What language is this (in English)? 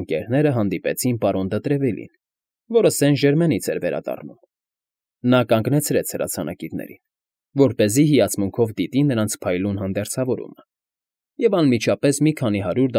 Armenian